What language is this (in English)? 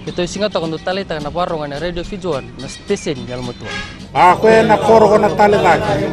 Fijian